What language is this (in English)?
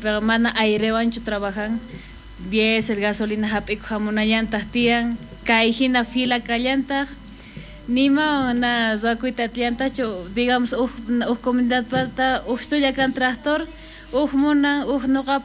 South Bolivian Quechua